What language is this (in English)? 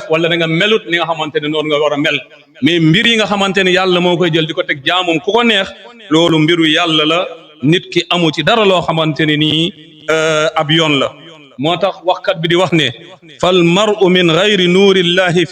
Wolof